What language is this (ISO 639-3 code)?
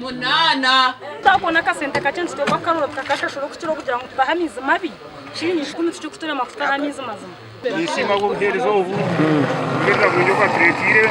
nyn